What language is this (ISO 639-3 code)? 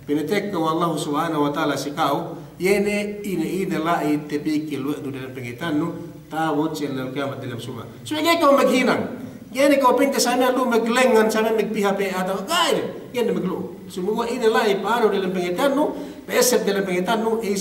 yka